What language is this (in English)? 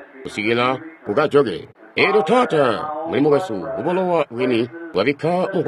Tonga (Zambia)